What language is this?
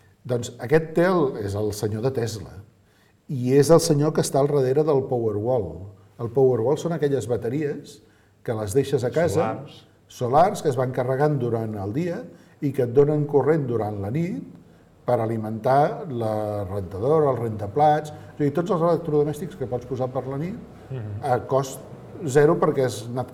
Catalan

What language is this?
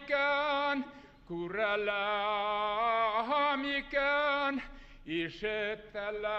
Bashkir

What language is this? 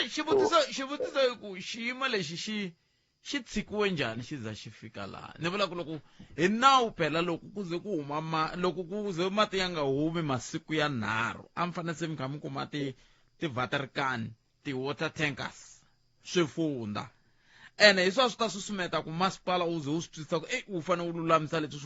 Tsonga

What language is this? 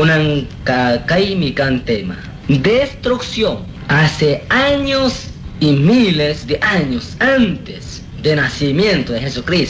Chimborazo Highland Quichua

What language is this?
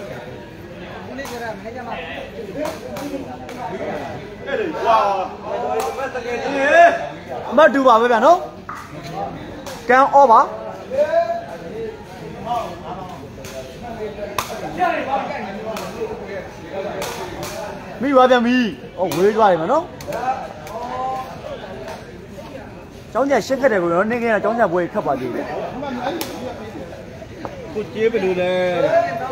Burmese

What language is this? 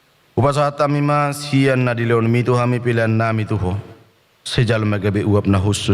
Batak Toba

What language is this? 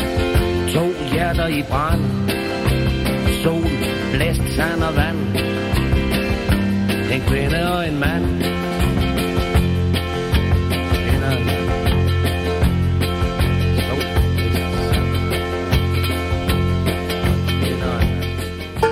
Danish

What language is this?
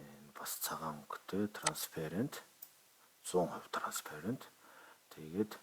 Mongolian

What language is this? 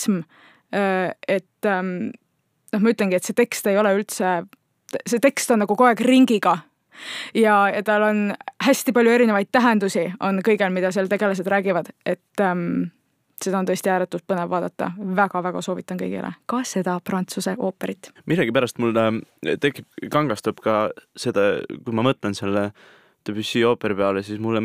Estonian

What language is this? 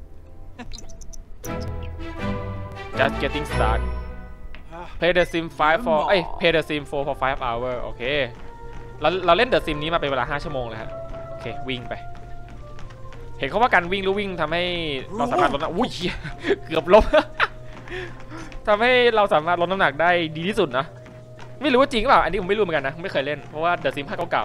Thai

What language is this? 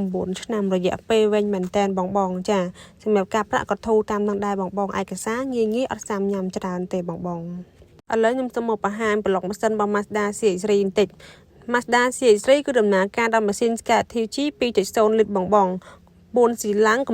Khmer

